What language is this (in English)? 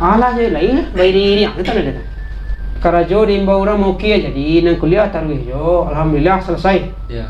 Minangkabau